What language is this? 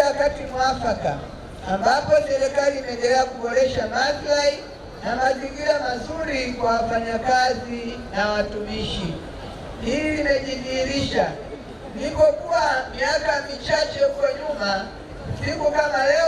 Swahili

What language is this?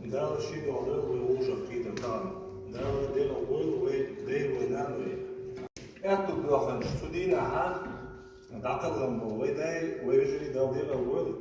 Chechen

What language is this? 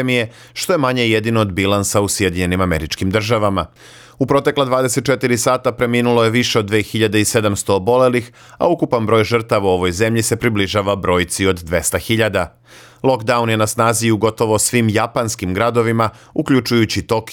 Serbian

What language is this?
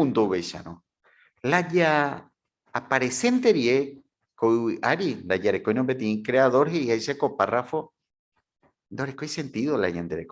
Guarani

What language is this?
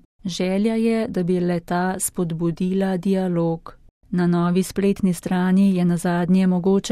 Slovenian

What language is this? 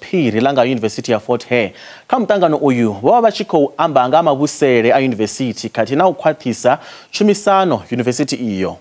Venda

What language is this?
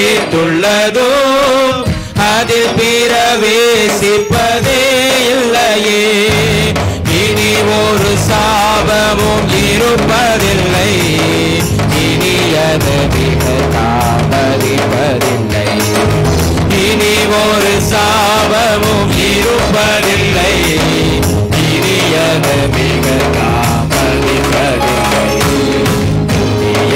Tamil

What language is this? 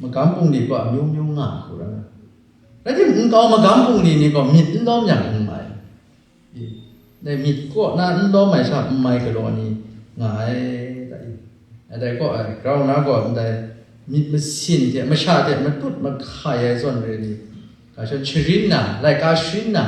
Kachin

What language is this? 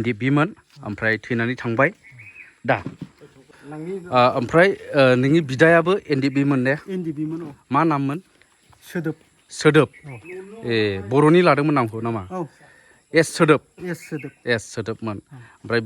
Bodo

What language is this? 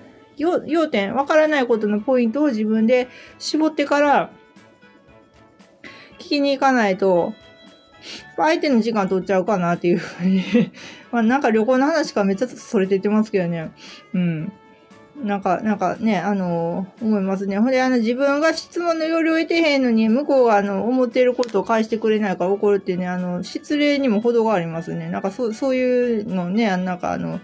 Japanese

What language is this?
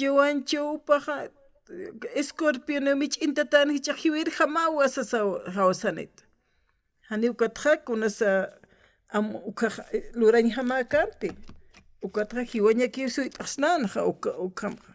Aymara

